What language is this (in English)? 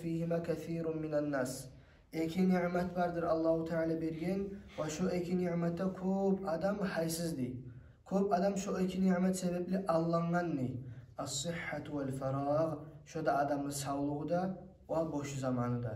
Kumyk